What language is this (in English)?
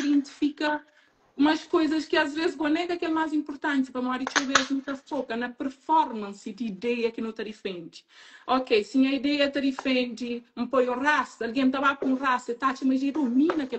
Kabuverdianu